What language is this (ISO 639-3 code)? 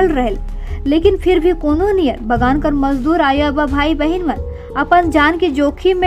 sck